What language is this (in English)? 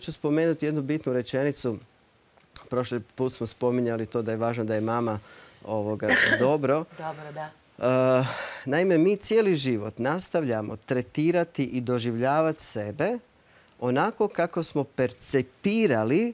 Croatian